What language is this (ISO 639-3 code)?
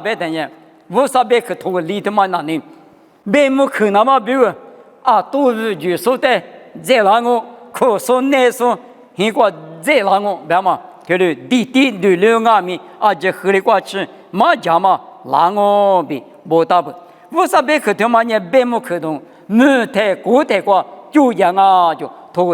lis